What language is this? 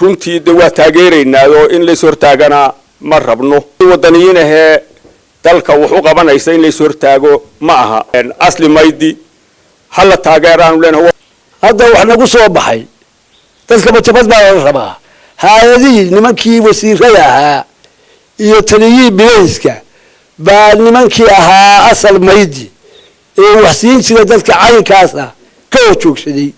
Somali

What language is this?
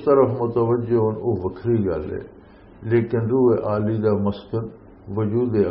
Western Panjabi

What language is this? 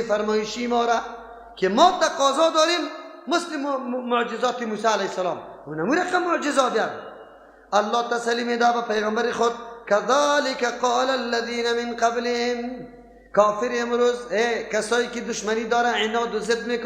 Persian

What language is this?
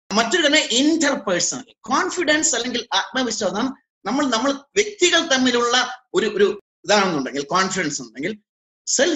Malayalam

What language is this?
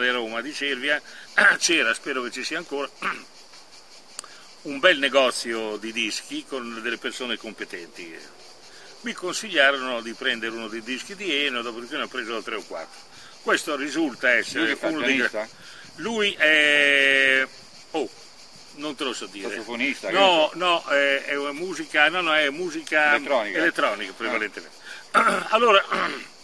Italian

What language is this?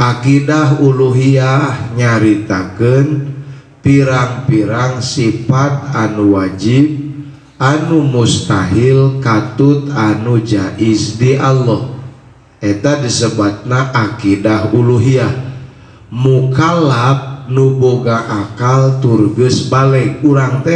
Sundanese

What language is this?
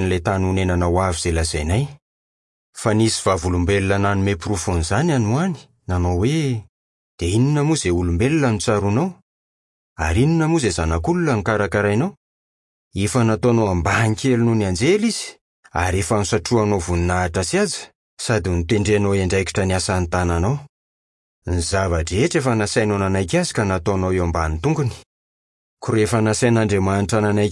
Malagasy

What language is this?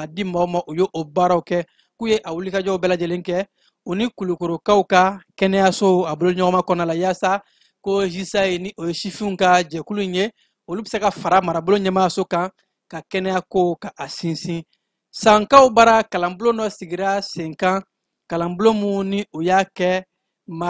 Bambara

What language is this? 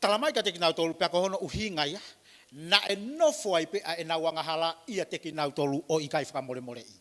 Tongan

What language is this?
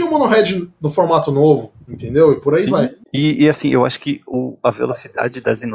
Portuguese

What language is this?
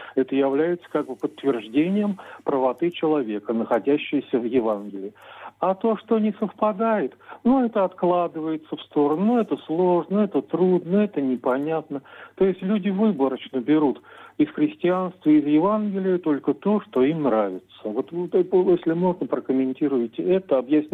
Russian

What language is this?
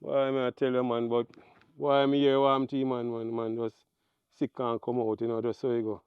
Jamaican Creole English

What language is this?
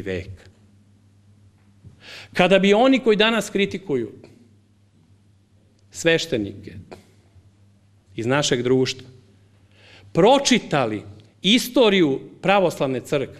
Serbian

